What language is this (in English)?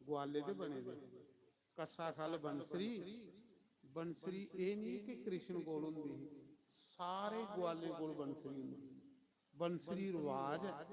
Dogri